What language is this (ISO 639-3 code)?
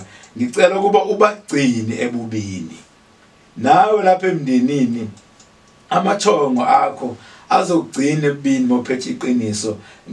zul